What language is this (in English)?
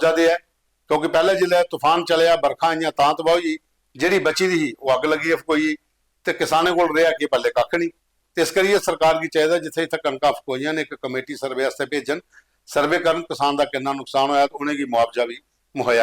Dogri